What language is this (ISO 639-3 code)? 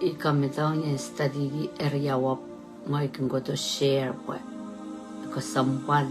pon